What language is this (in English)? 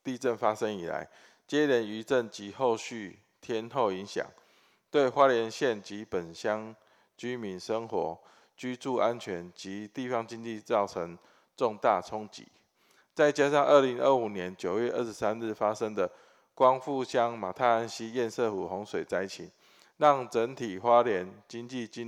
Chinese